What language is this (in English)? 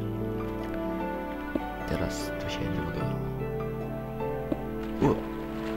Polish